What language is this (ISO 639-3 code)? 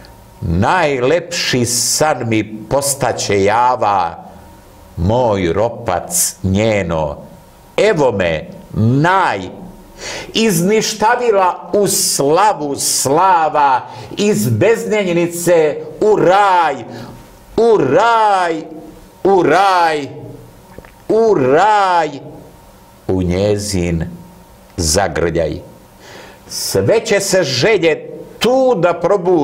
srp